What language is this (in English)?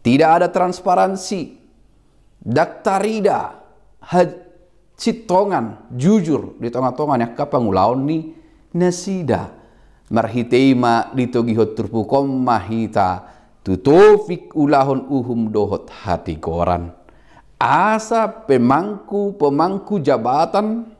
Batak Toba